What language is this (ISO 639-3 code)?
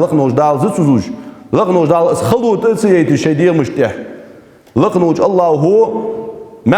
inh